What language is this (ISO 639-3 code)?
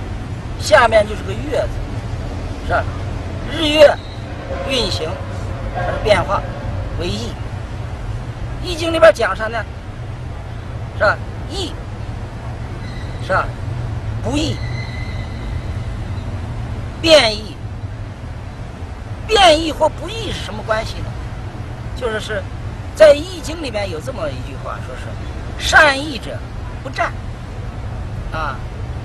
zho